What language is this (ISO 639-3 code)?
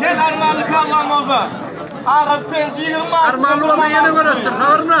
tuk